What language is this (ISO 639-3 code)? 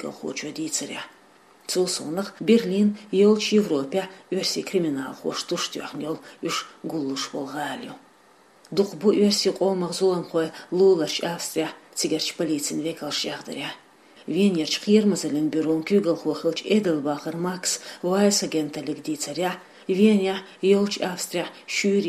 che